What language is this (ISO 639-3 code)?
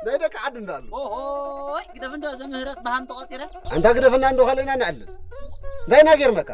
tig